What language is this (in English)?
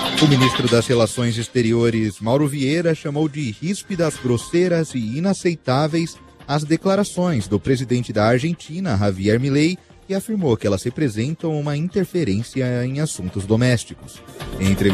Portuguese